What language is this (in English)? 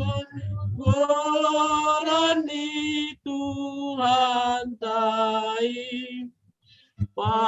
Batak Simalungun